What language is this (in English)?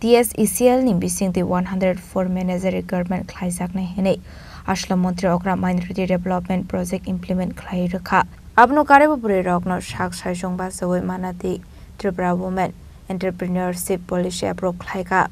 Kok Borok